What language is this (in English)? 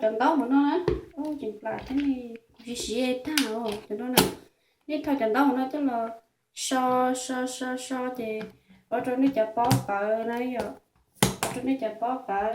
Hmong